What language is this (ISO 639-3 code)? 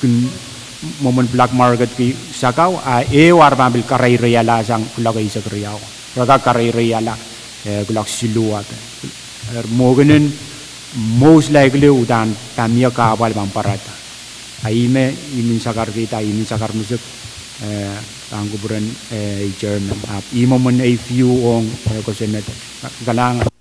pon